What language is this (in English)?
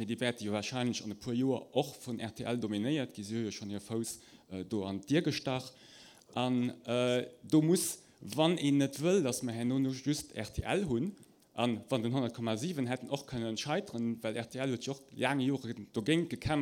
Luxembourgish